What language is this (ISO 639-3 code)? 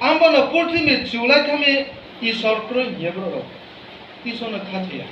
ria